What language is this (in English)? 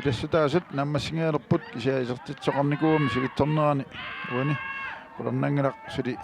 Kalaallisut